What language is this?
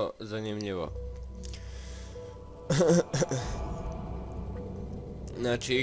Croatian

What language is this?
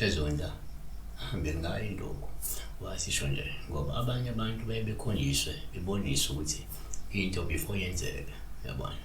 Zulu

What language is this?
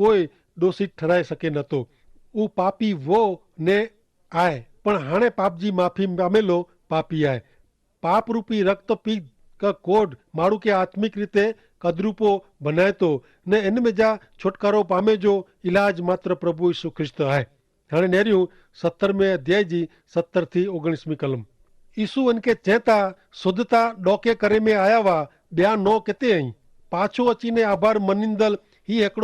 Kachhi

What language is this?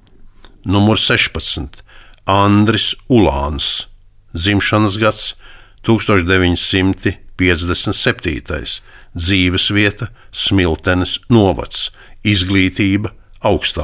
Latvian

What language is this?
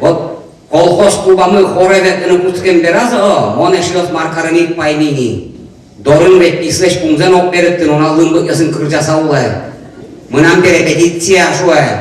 Udmurt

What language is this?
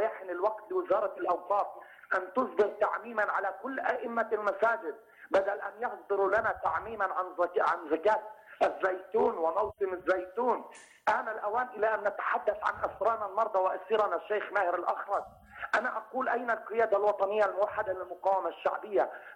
Arabic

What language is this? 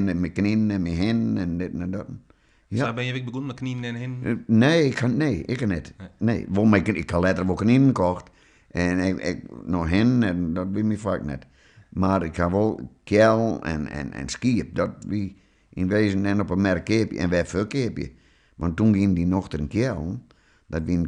Western Frisian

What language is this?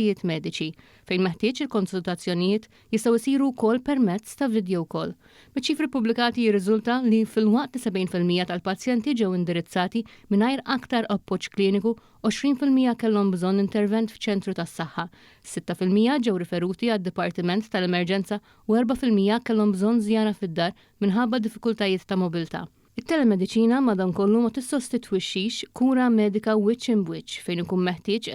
Maltese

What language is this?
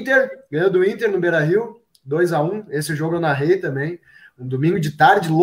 Portuguese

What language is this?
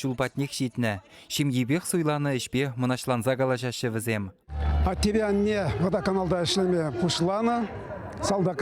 Chuvash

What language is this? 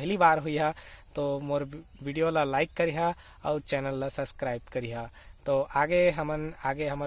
Chhattisgarhi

